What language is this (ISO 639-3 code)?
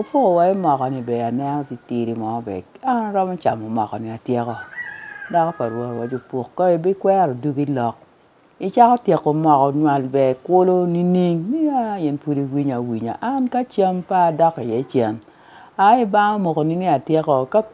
ach